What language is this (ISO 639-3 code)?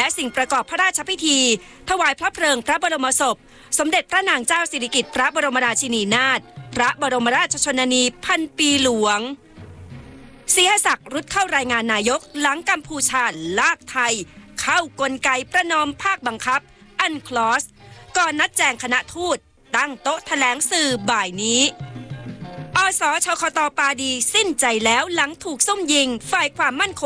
tha